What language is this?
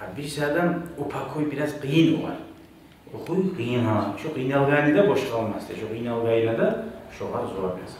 Kumyk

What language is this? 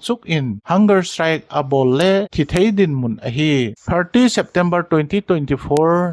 Thado Chin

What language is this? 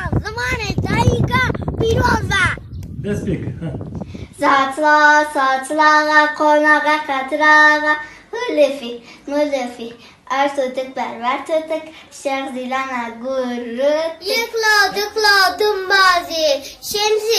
Kurdish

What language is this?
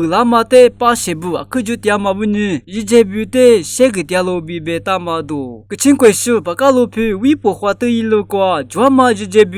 Lisu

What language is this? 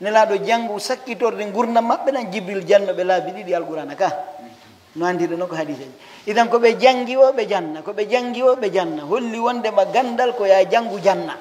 Pular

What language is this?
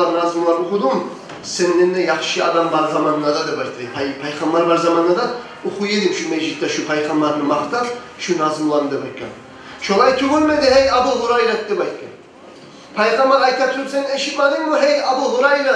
Kumyk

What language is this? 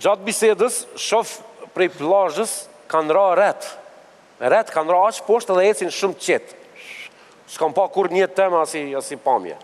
Albanian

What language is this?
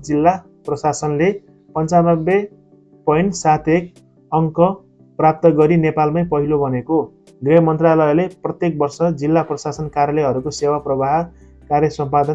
Nepali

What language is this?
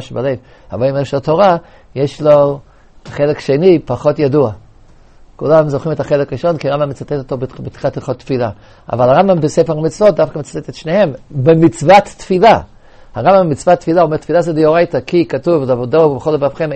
Hebrew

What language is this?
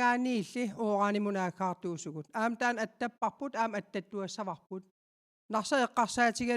Kalaallisut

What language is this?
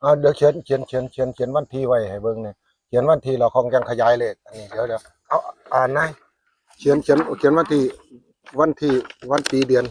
Northeastern Thai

